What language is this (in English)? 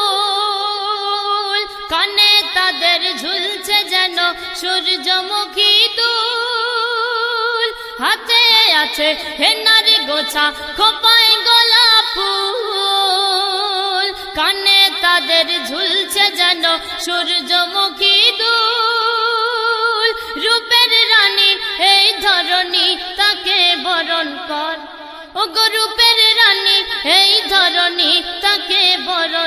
Bangla